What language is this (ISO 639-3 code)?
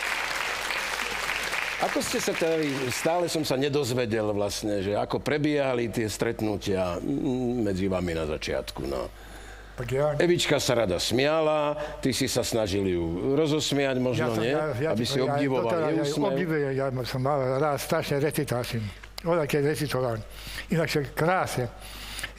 slk